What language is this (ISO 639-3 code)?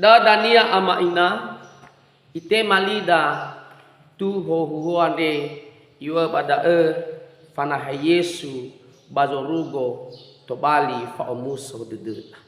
nia